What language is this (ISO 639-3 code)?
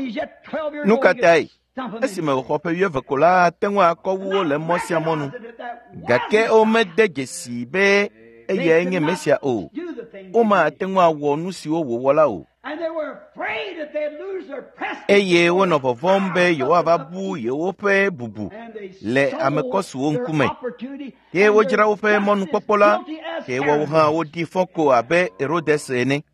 ewe